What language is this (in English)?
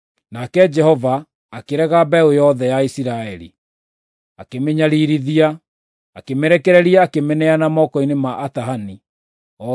Kikuyu